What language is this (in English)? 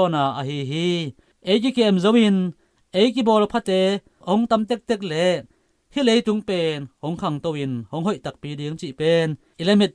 Tedim Chin